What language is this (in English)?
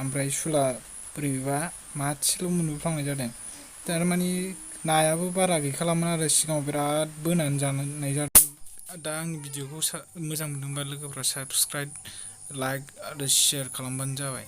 Bodo